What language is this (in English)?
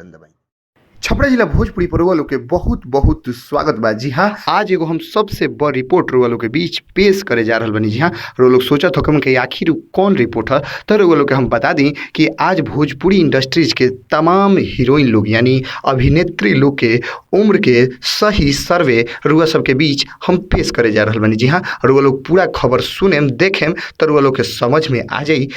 Bhojpuri